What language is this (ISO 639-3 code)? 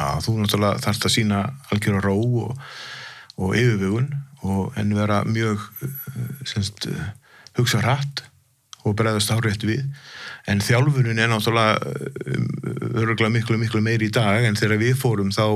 isl